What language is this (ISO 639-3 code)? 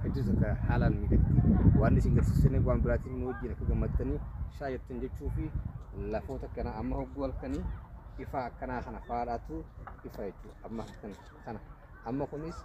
orm